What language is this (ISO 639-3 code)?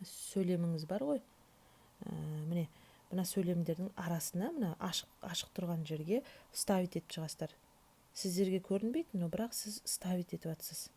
kaz